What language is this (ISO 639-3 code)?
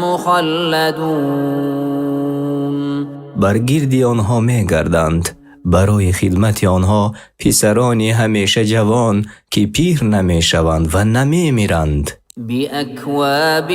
fas